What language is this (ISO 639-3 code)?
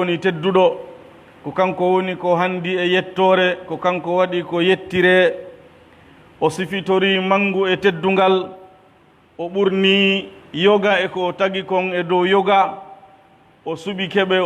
fuf